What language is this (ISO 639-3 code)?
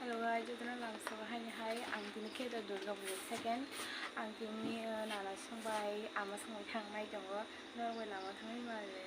trp